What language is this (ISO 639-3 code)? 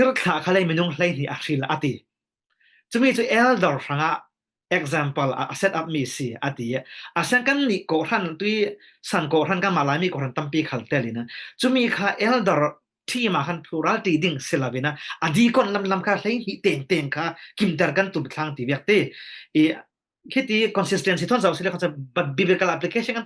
cfm